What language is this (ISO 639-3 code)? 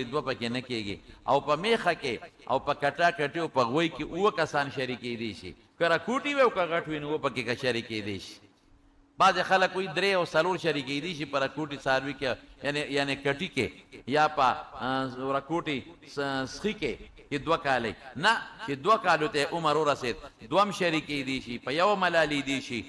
pus